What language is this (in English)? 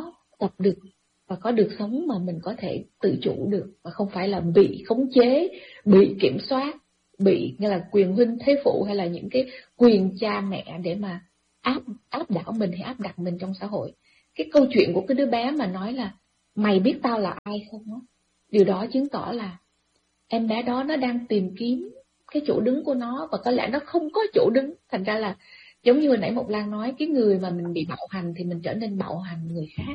Vietnamese